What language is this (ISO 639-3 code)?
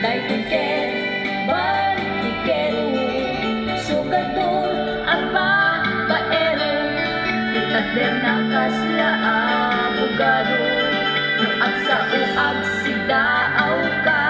ilo